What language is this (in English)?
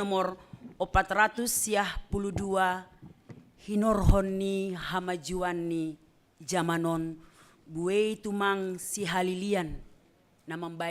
Batak Simalungun